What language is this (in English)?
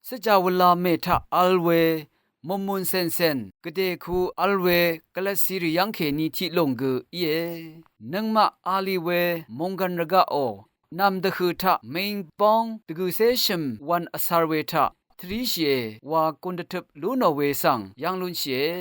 Rawang